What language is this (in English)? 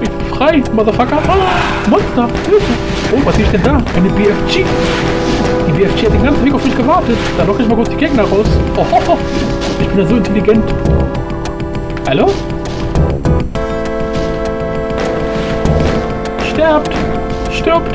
German